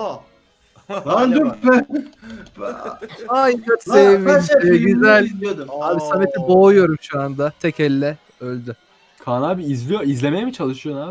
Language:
Turkish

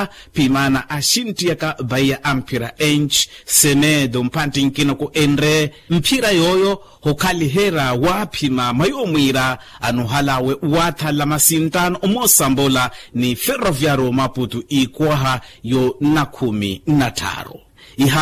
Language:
Makhuwa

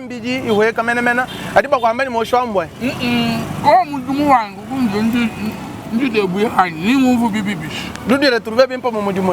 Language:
Luba-Lulua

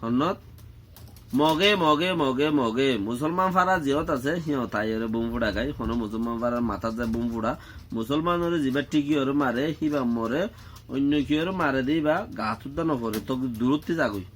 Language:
Rohingya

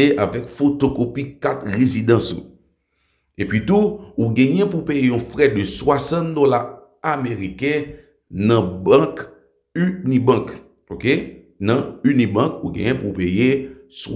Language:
Haitian Creole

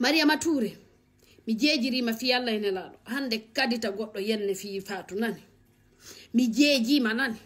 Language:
Fula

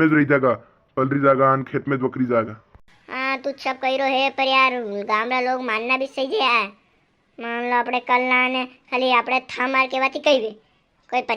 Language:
Rajasthani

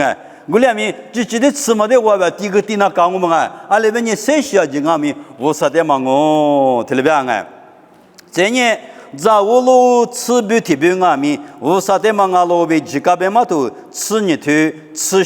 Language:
Lisu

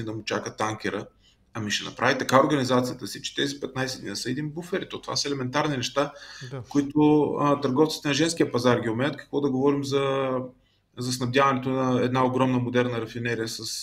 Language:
Bulgarian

